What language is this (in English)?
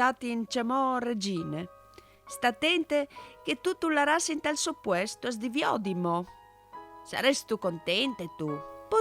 Friulian